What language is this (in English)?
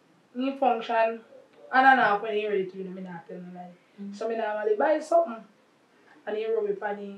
Jamaican Creole English